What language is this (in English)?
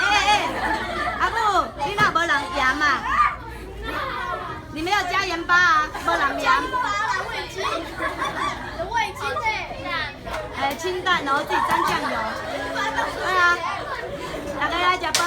Min Nan Chinese